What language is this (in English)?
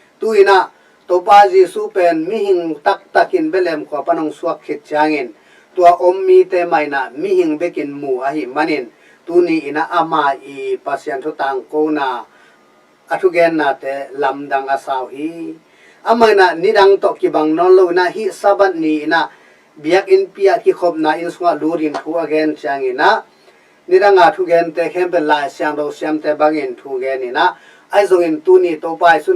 Tedim Chin